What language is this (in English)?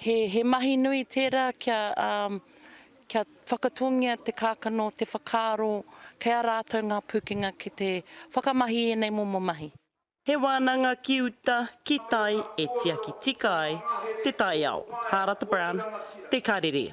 Māori